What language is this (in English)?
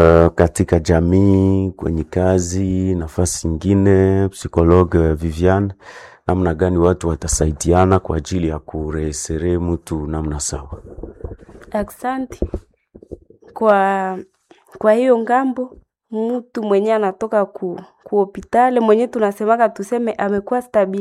Swahili